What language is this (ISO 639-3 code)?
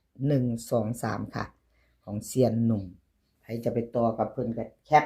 tts